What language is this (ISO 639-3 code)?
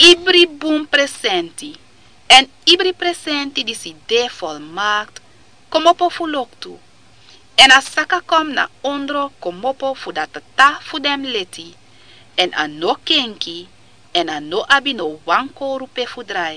srn